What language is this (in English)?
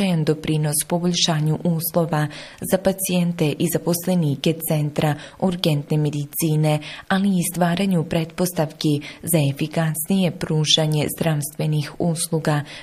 Bosnian